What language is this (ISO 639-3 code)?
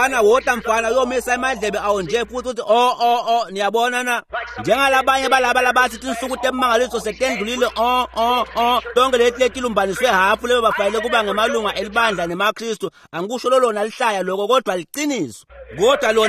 ssw